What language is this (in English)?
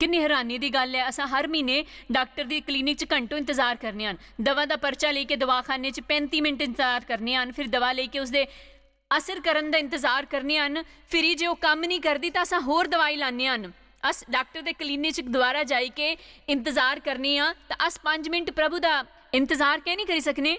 Dogri